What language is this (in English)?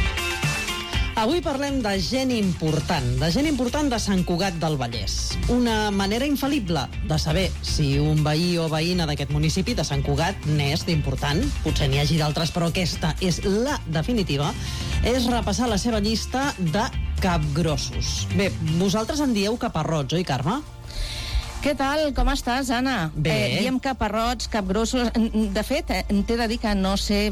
Catalan